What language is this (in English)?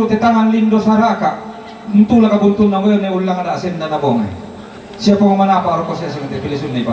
Toraja-Sa'dan